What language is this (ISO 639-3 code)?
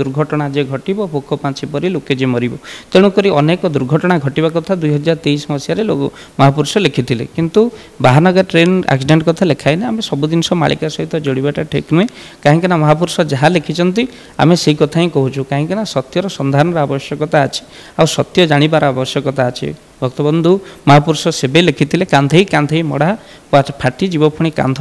ori